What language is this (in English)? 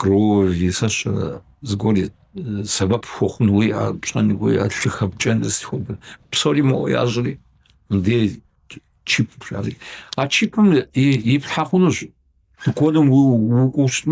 Kabardian